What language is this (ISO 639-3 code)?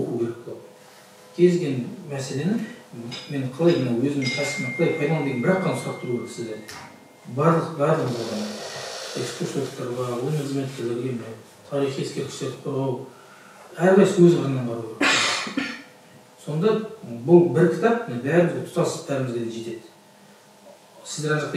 kaz